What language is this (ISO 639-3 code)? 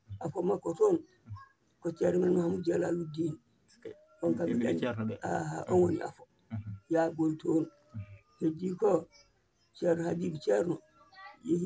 ful